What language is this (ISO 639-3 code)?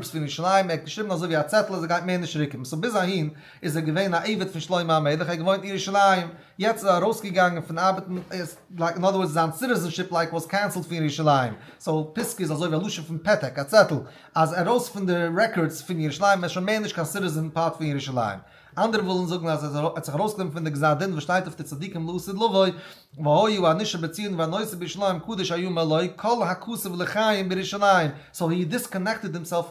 yid